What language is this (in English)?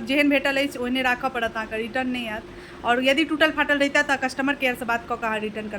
Maithili